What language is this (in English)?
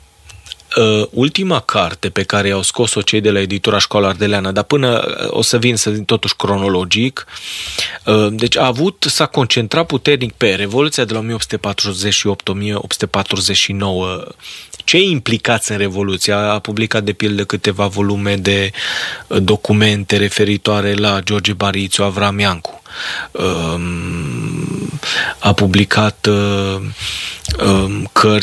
Romanian